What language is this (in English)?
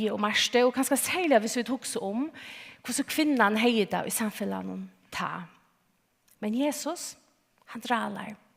Faroese